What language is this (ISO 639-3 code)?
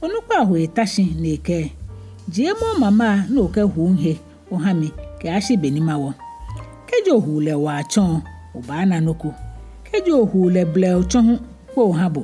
gaa